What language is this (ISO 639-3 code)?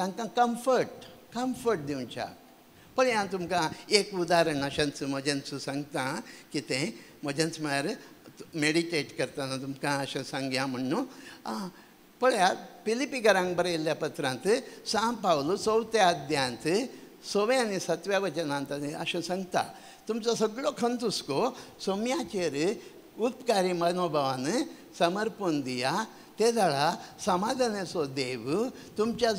kok